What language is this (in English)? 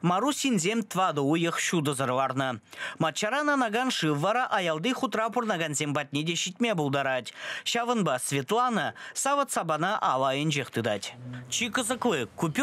Chuvash